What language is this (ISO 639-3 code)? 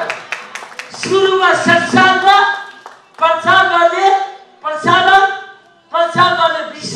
nep